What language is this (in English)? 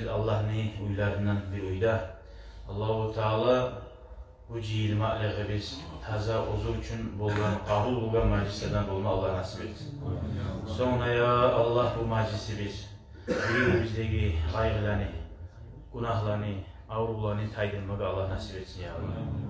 Kumyk